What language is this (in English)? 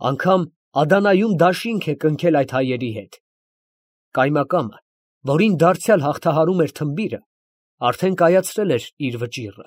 Armenian